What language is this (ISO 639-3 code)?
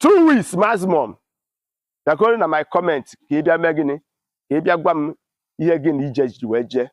ibo